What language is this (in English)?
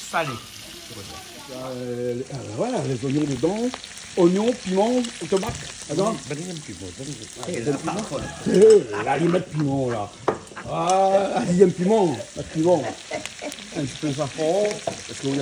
Réunion Creole French